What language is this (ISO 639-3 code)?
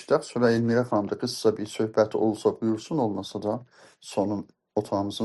azb